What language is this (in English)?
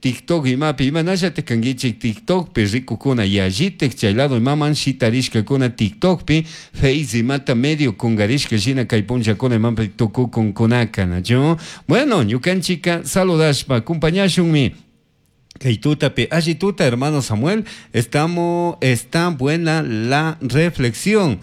Chimborazo Highland Quichua